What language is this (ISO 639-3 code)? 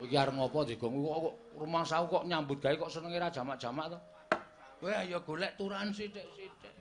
jav